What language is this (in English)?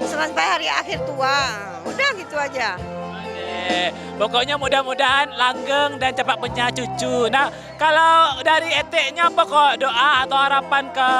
Minangkabau